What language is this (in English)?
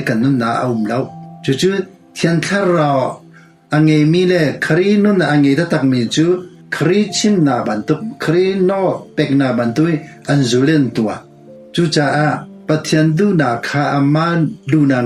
Hakha Chin